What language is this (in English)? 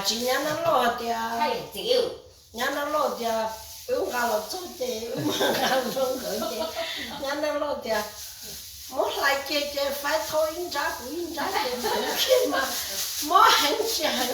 Hmong